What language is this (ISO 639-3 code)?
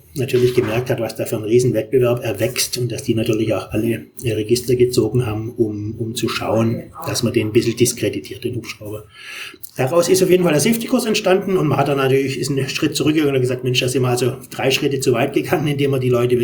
deu